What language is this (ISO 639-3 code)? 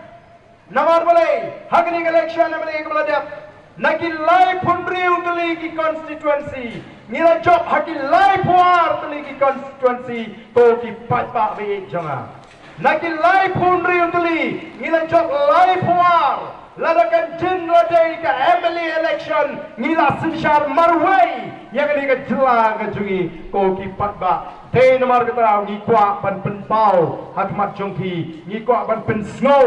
kha